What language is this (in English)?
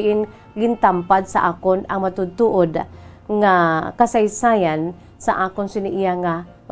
Hiligaynon